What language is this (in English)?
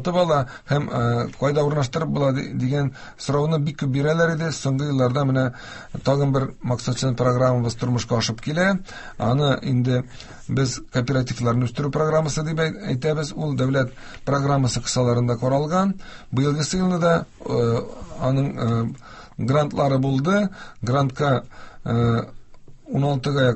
Tatar